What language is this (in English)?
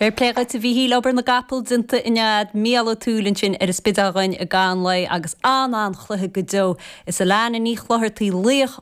Irish